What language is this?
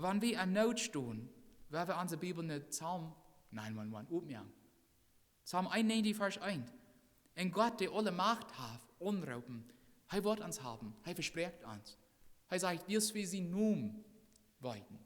Plautdietsch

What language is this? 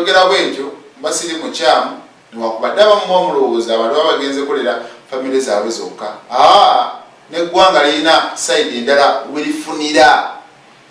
Ganda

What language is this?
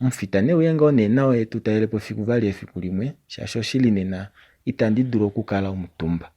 Kuanyama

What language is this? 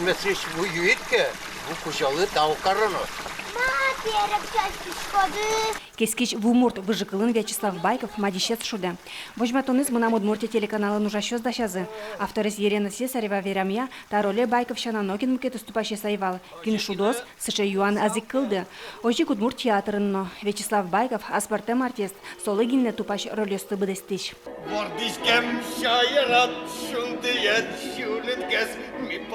Udmurt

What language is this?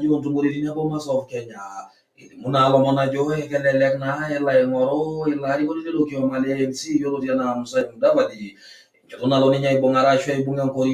Masai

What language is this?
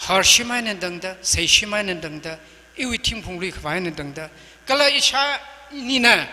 Tangkhul Naga (India)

